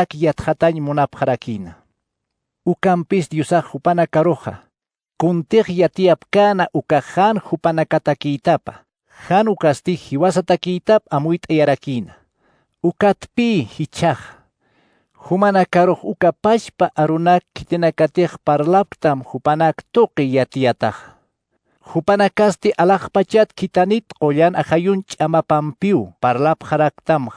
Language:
Aymara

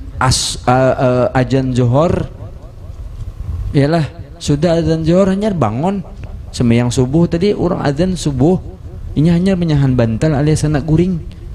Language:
Banjar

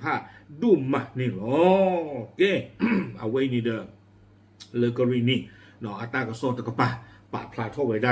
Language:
S'gaw Karen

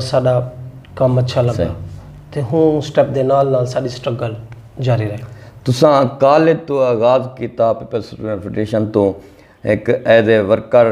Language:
Saraiki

